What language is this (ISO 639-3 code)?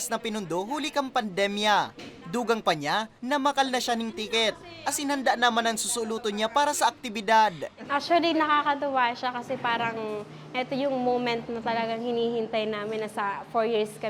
bik